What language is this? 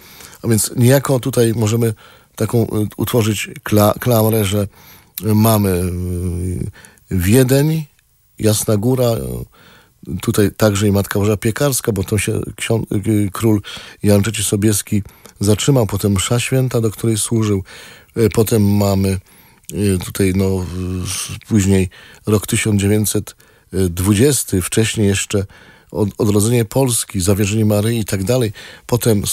Polish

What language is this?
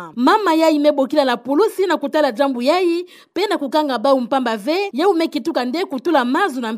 Kituba (Democratic Republic of Congo)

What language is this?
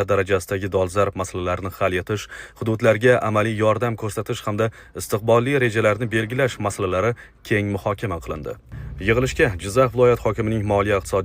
Uzbek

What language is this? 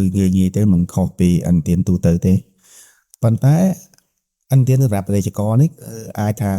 Khmer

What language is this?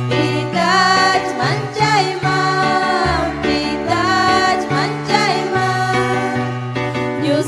Ayacucho Quechua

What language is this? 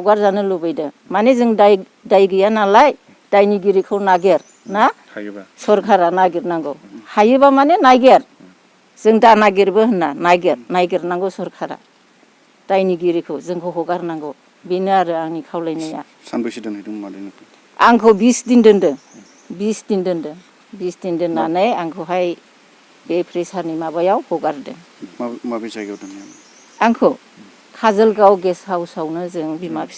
Bodo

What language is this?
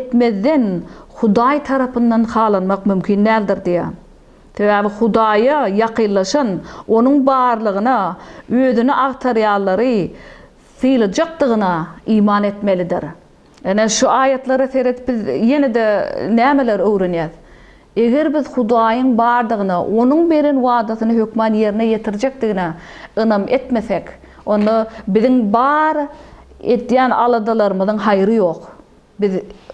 Turkmen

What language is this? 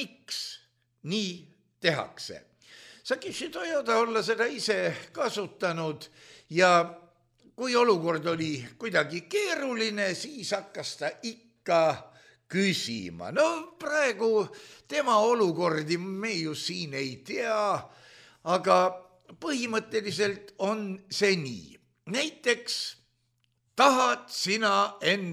Estonian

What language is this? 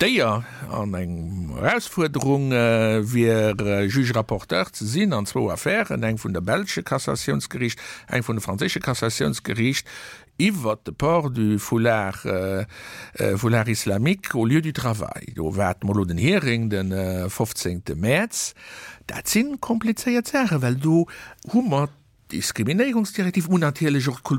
Luxembourgish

